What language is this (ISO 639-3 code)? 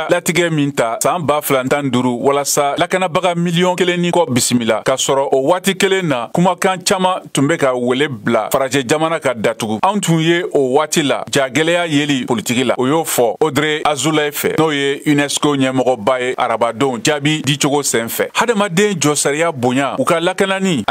bam